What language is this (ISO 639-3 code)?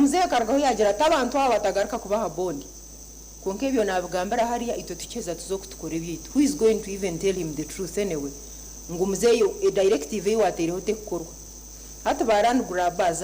nyn